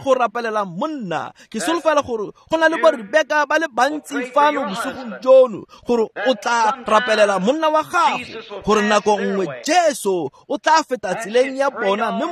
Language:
Tswana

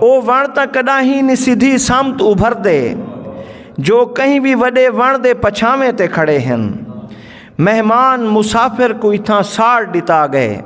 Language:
Saraiki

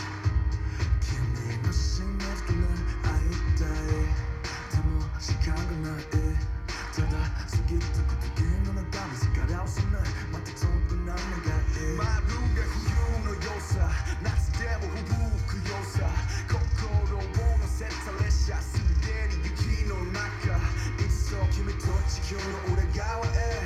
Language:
Japanese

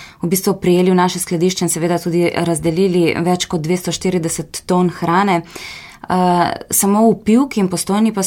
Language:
Slovenian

